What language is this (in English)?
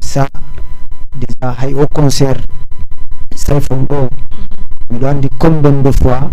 Fula